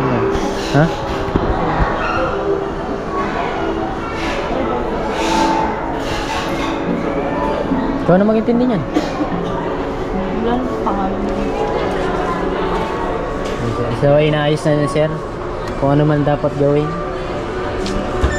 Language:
Filipino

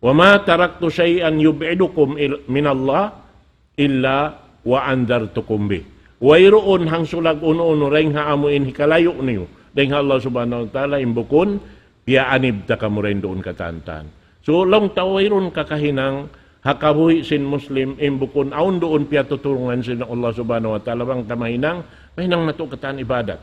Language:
Tausug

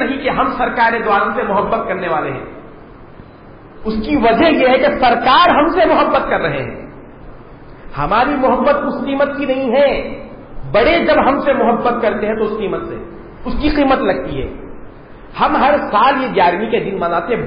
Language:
Urdu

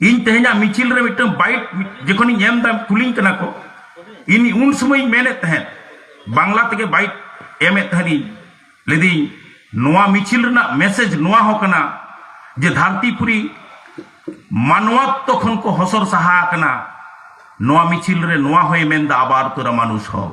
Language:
Santali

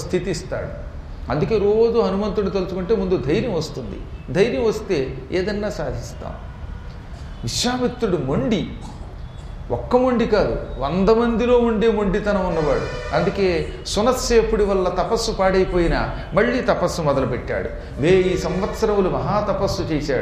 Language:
Telugu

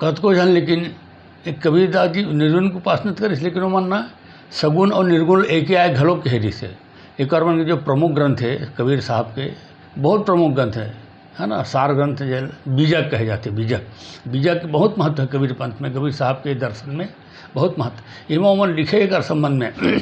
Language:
Chhattisgarhi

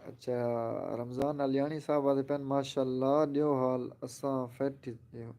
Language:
Saraiki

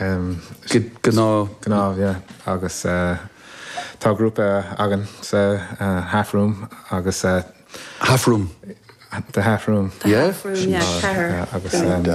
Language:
Irish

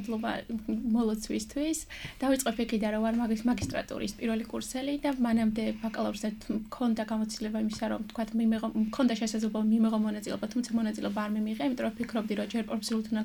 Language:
Georgian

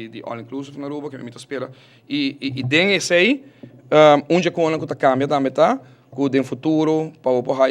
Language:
Papiamento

